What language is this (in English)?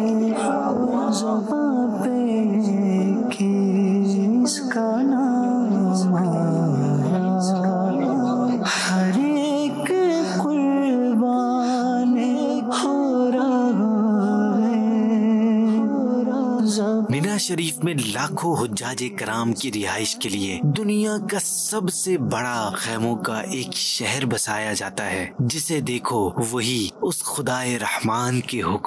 Urdu